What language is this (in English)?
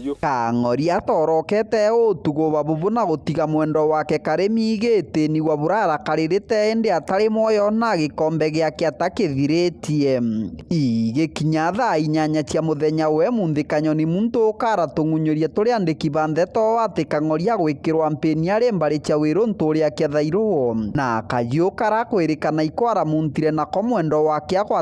Meru